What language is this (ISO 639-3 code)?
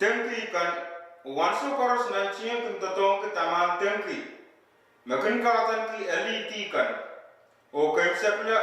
pon